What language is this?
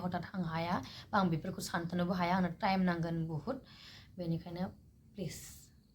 Bodo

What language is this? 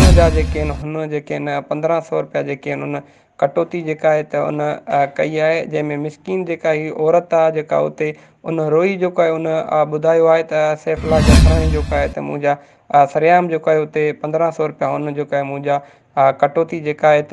Sindhi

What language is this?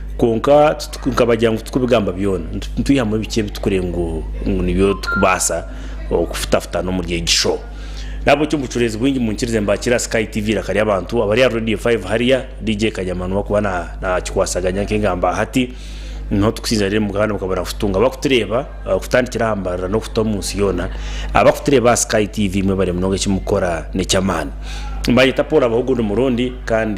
Nyankole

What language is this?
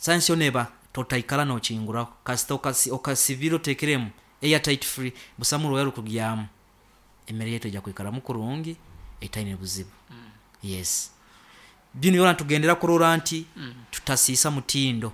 Nyankole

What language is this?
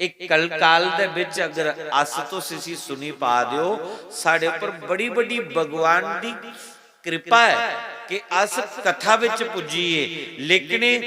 Dogri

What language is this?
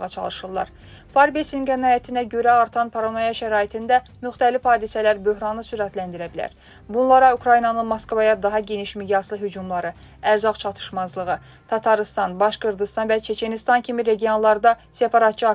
Azerbaijani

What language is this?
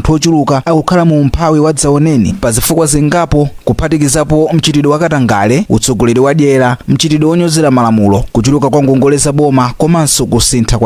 Nyanja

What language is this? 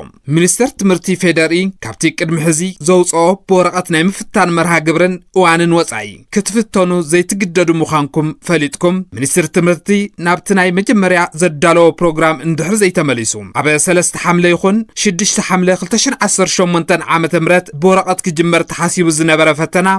Tigrinya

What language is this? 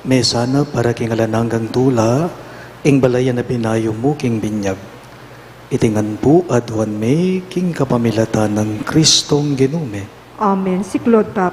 Pampanga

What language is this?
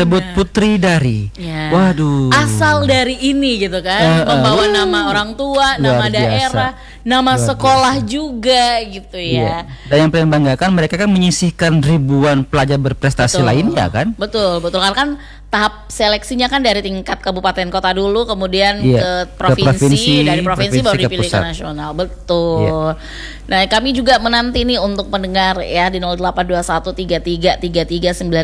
Indonesian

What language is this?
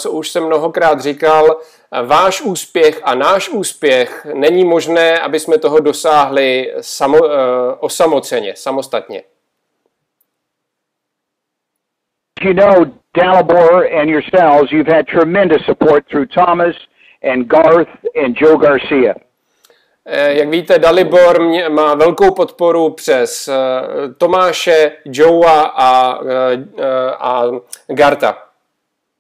Czech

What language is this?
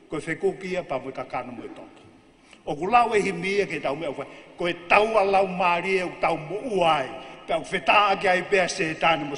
Tongan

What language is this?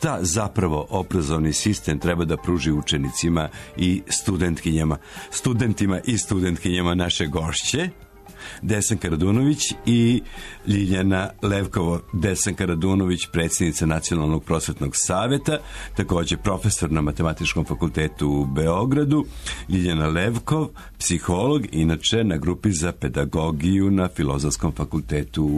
Serbian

